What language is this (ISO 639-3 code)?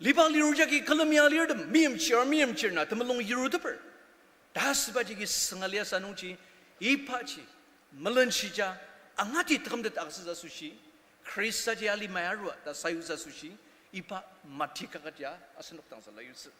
njo